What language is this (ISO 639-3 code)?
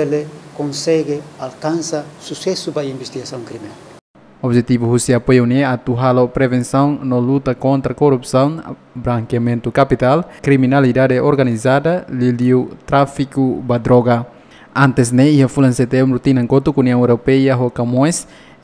tet